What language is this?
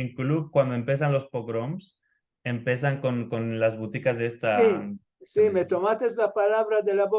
Ladino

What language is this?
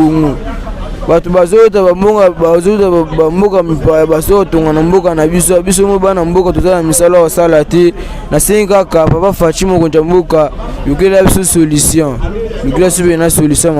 Lingala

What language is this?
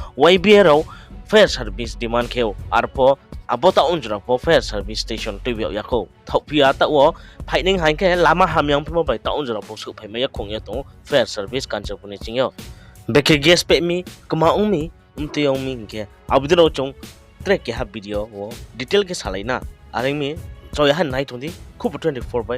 Riang (India)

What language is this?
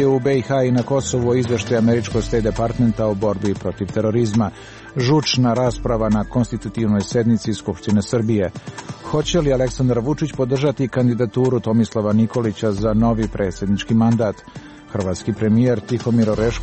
Serbian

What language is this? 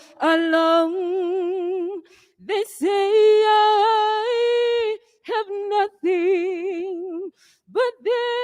Tswana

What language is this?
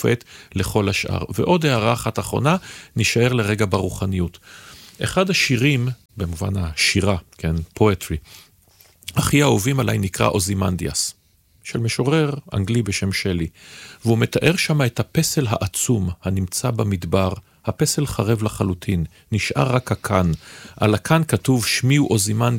Hebrew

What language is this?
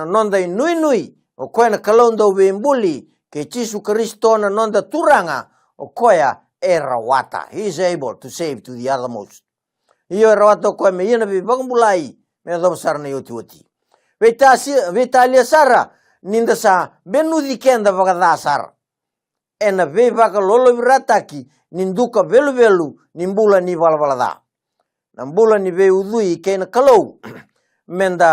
Fijian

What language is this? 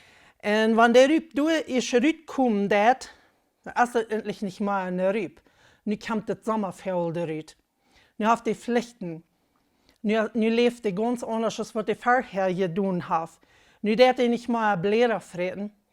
Plautdietsch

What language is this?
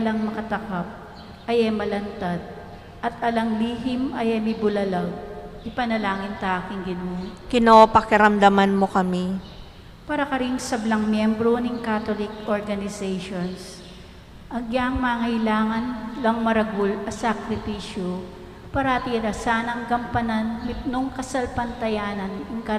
Pampanga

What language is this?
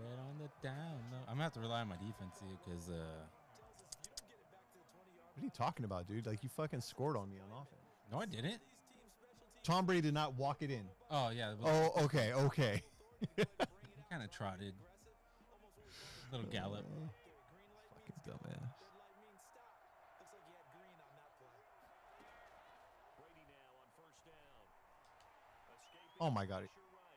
English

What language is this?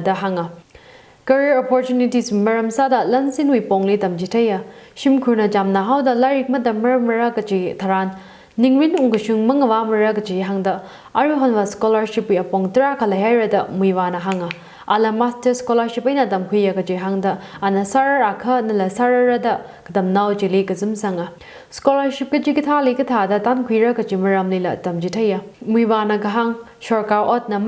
Tangkhul Naga (India)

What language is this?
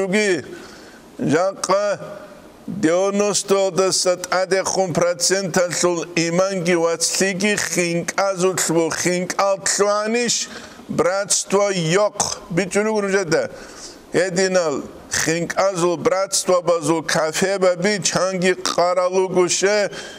Avaric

